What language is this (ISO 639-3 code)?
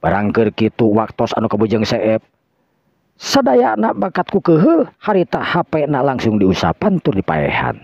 sun